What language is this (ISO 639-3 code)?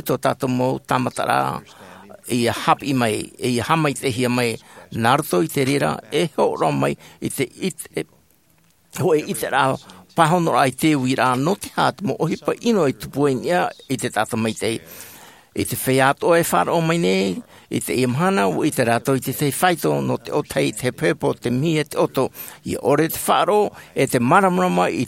tah